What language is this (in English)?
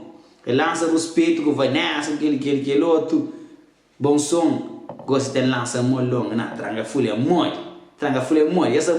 Kabuverdianu